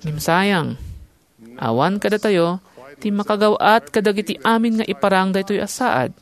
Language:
Iloko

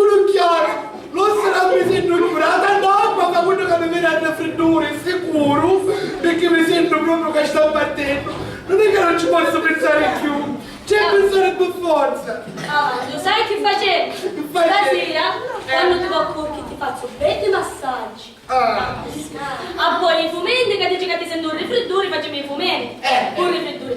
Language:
Sicilian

